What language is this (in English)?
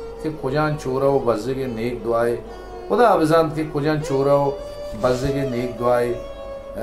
Baluchi